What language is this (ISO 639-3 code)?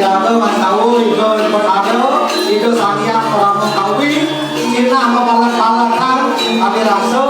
ban